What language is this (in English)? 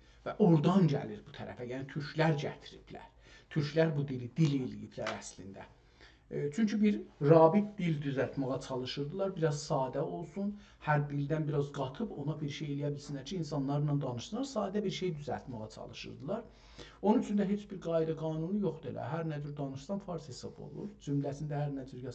South Azerbaijani